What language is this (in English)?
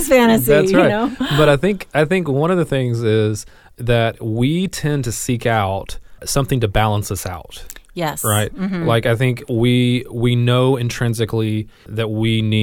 English